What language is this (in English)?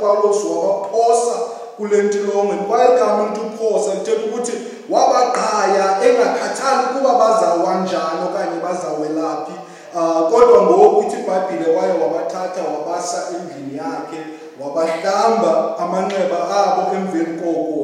Xhosa